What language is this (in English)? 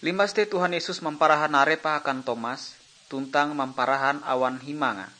Ngaju